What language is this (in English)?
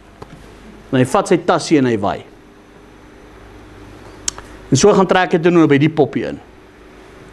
Afrikaans